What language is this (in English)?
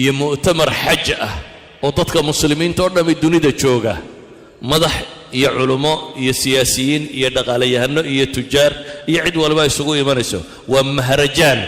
Somali